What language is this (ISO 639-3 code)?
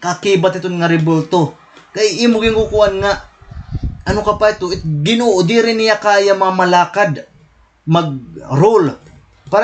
war